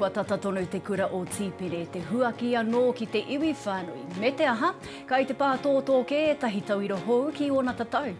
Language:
Māori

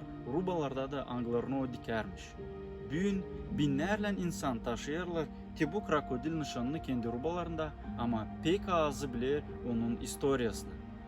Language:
Gagauz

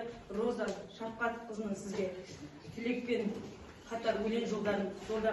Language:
Kazakh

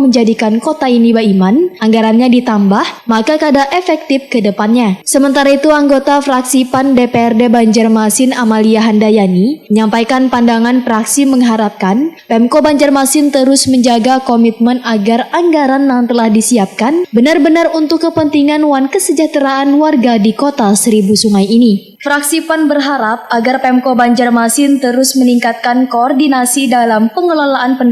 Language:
Banjar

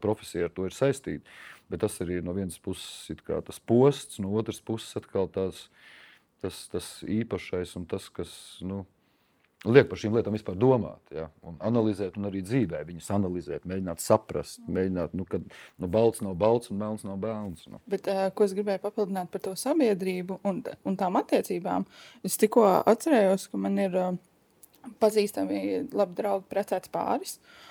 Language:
Latvian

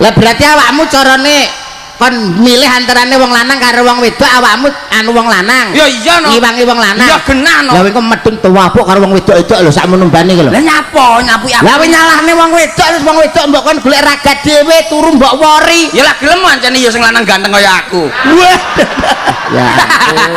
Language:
Javanese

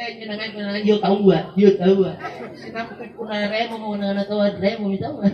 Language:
Makasar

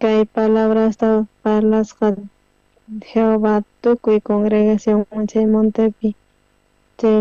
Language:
South Bolivian Quechua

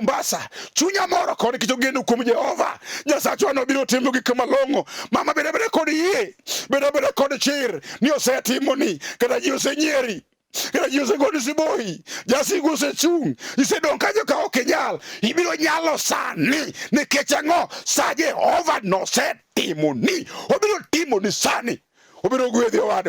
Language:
Luo (Kenya and Tanzania)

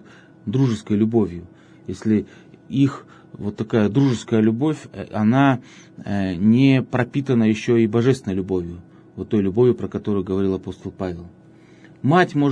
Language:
Russian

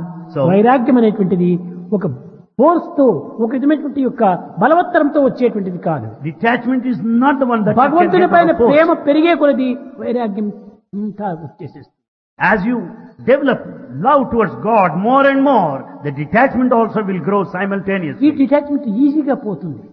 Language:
Telugu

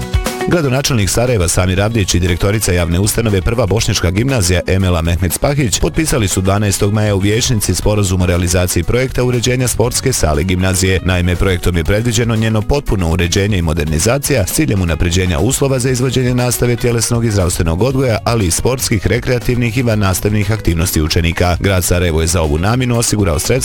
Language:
Bosnian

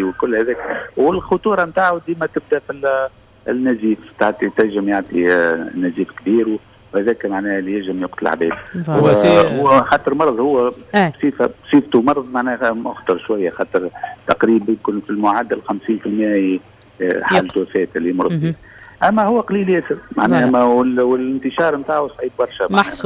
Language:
Tunisian Arabic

